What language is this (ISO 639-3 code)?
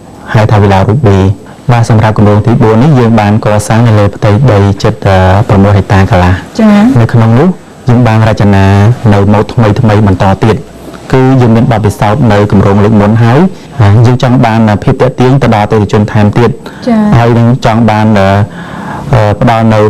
khm